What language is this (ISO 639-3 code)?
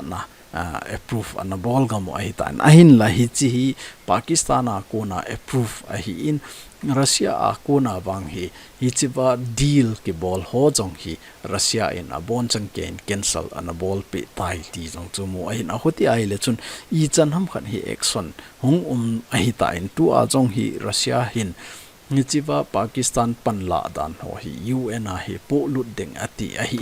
tcz